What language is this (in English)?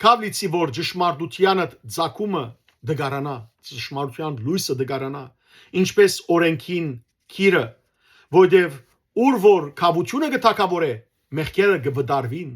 Western Armenian